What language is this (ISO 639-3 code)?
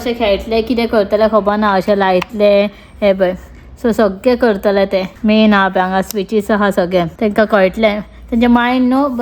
kok